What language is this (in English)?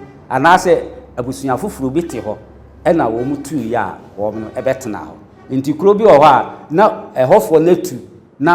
Akan